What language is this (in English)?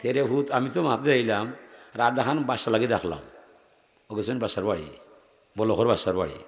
Sylheti